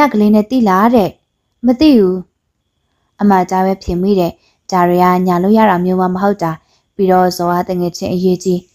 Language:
Burmese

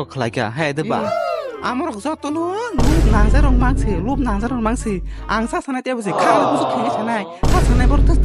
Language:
Kok Borok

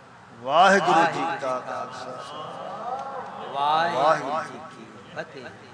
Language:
Punjabi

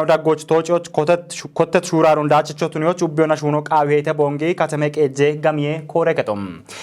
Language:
Kafa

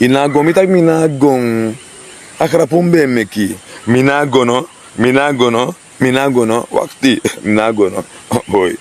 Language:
Sranan Tongo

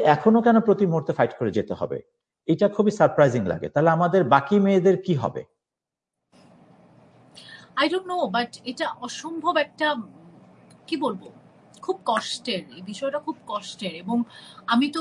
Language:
Bangla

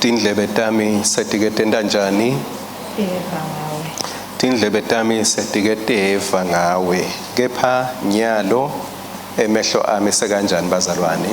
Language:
Swati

